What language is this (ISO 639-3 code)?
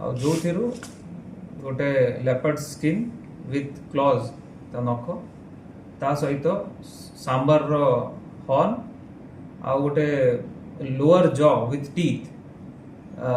ori